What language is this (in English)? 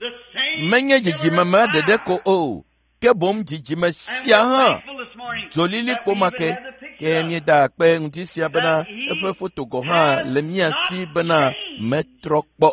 Ewe